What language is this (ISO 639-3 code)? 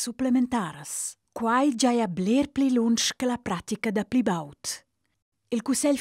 roh